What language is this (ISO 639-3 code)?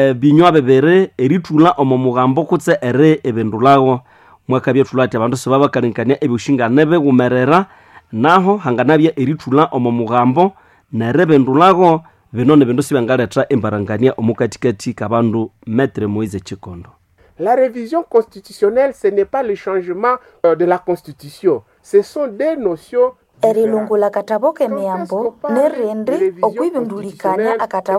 nnb